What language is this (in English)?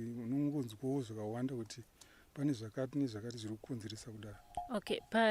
Shona